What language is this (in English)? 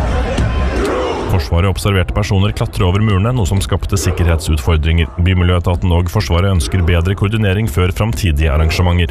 Norwegian